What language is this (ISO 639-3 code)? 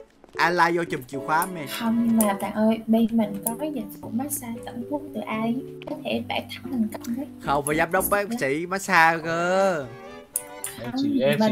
vie